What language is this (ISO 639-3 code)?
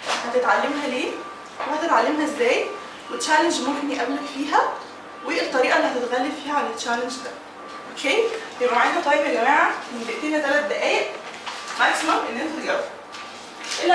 arz